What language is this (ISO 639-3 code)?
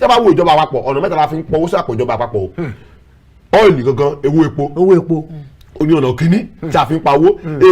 yor